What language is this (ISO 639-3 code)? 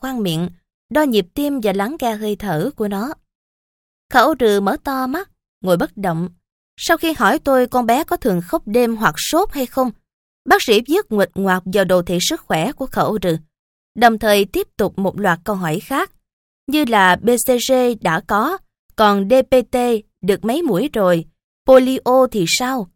vie